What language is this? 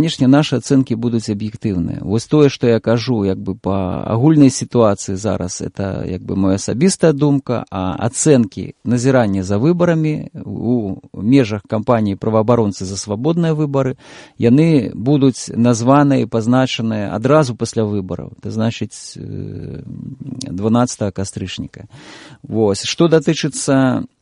Belarusian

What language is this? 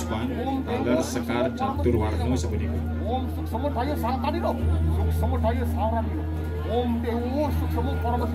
Balinese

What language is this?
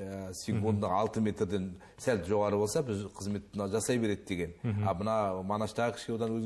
Kazakh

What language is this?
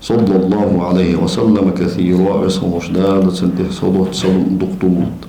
Ingush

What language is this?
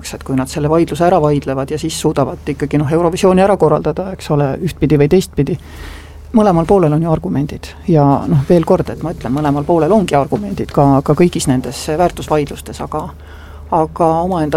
Estonian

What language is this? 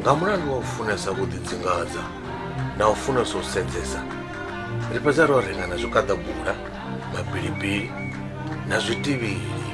Venda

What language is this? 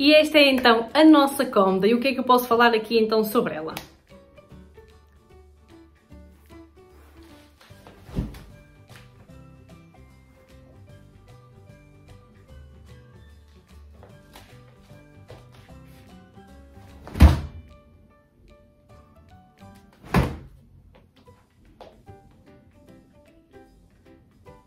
Portuguese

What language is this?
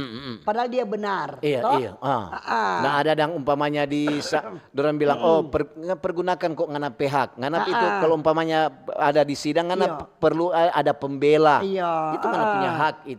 Manado Malay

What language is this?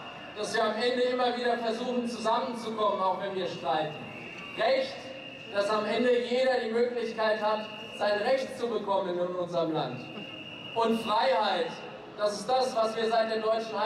German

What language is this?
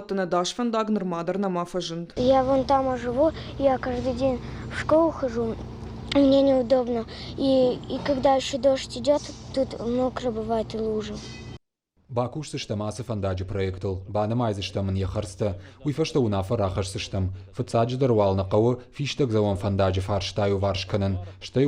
Ossetic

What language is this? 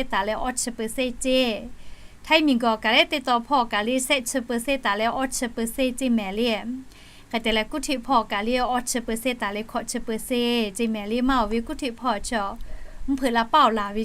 Lahu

